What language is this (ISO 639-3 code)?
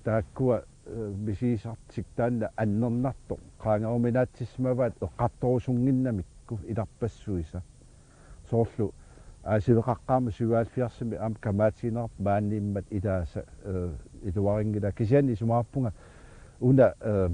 kal